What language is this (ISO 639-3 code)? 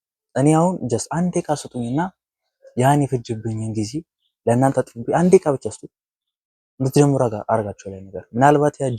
amh